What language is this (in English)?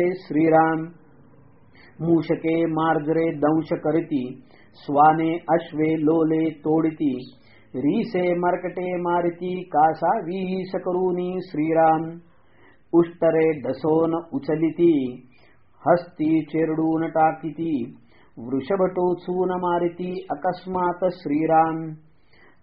Marathi